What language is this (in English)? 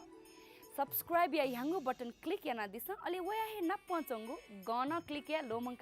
Newari